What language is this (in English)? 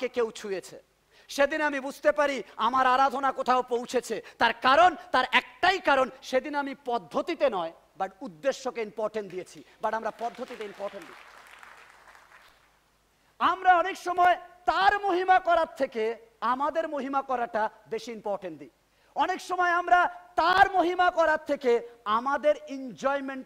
Bangla